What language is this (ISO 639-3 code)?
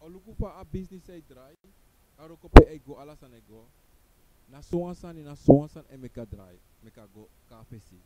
srn